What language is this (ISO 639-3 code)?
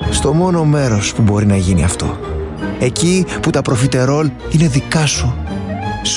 ell